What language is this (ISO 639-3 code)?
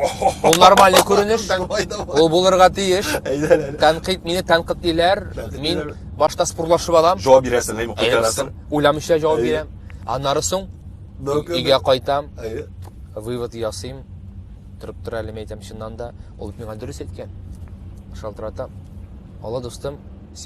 tat